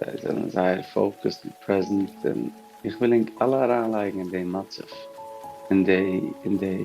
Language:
Yiddish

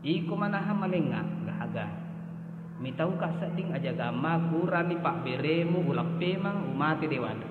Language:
Buginese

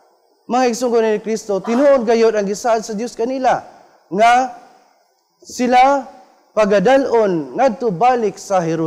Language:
Cebuano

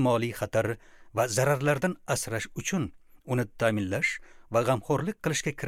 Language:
Uzbek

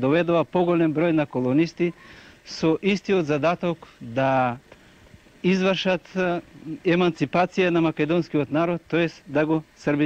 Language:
Macedonian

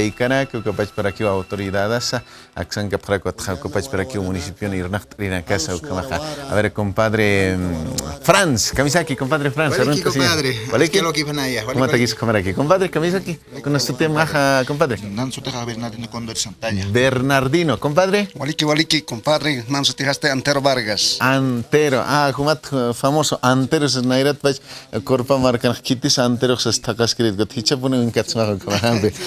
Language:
Aymara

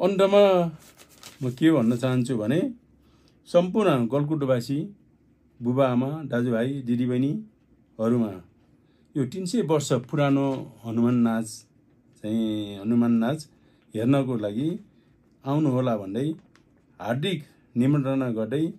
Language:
Nepali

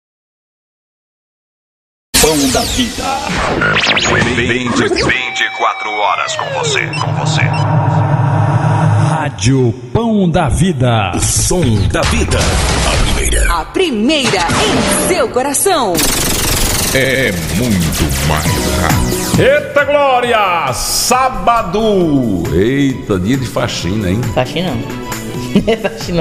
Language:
Portuguese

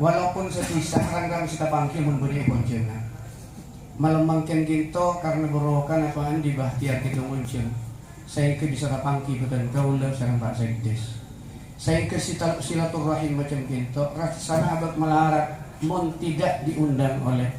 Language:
Madurese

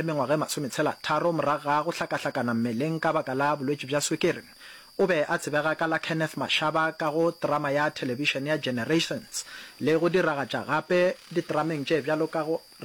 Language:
Northern Sotho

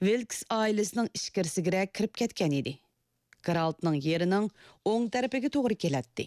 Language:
Uyghur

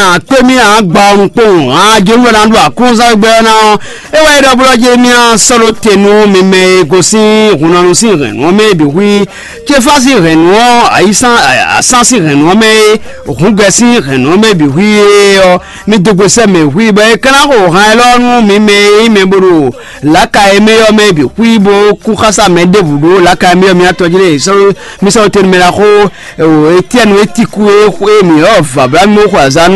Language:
Fon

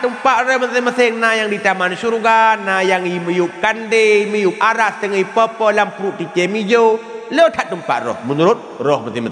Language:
Achinese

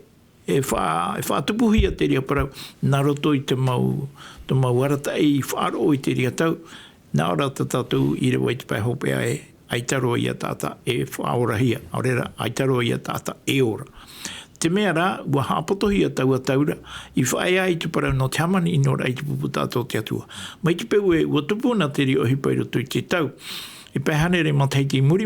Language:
Tahitian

